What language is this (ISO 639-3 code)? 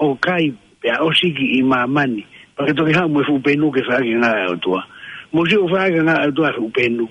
ton